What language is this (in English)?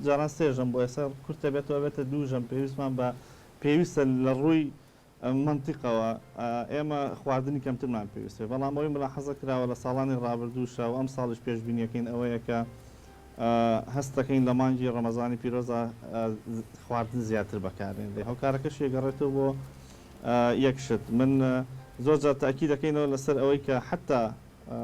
Central Kurdish